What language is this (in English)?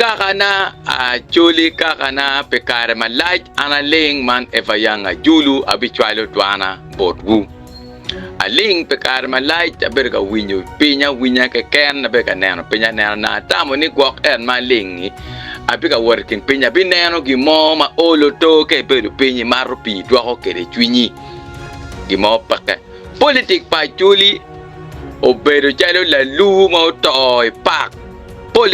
Acoli